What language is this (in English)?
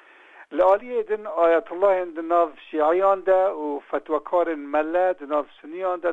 Kurdish